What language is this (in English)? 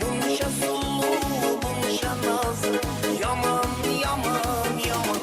Kara-Kalpak